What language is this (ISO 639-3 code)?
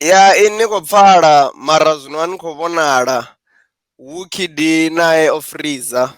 ven